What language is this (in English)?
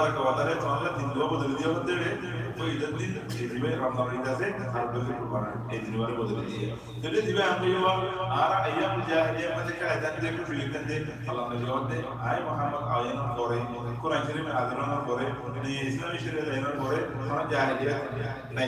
Rohingya